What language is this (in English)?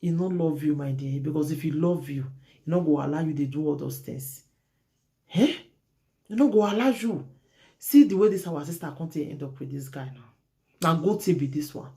Nigerian Pidgin